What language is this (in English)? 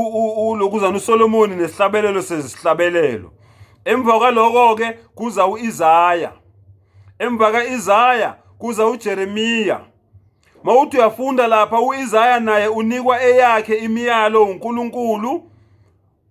Zulu